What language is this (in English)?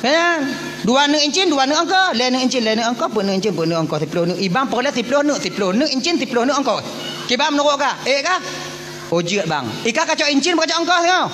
Achinese